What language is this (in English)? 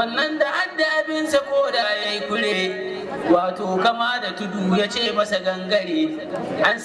Hausa